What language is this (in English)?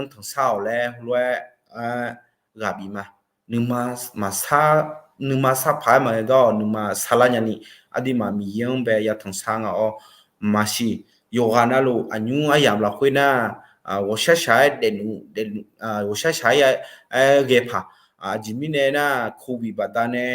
Akha